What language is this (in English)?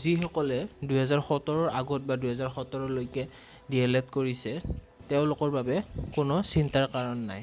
Assamese